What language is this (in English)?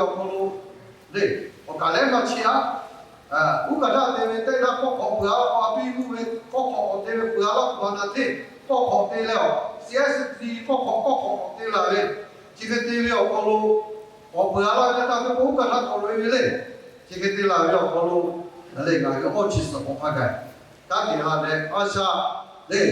Lahu